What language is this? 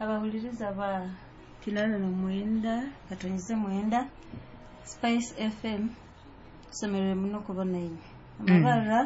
Nyoro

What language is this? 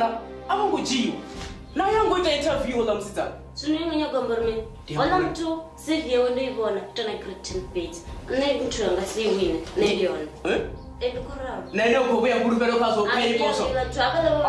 Venda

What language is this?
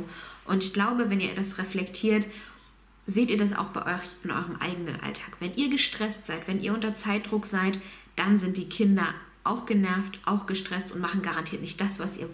German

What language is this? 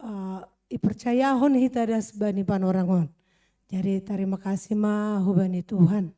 Batak Simalungun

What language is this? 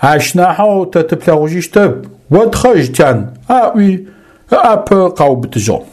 Adyghe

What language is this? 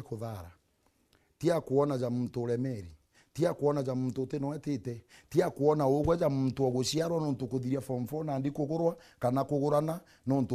Meru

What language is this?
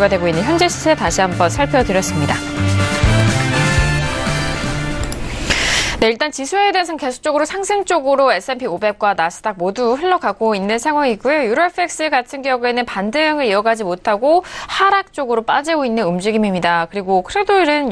Korean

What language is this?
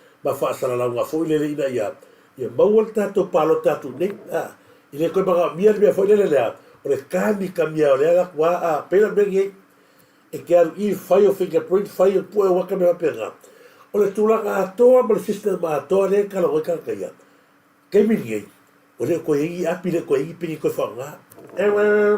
Samoan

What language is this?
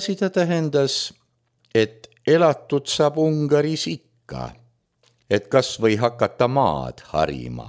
Estonian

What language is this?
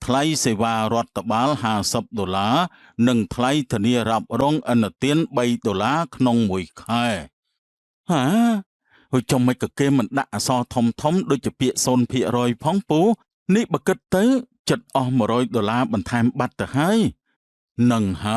Khmer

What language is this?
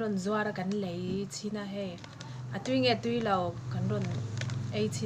Mizo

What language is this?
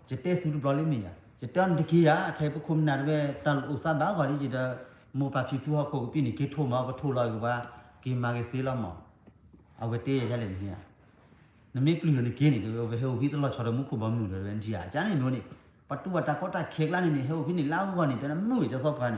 S'gaw Karen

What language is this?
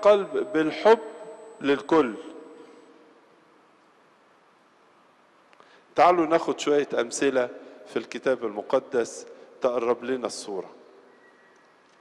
Egyptian Arabic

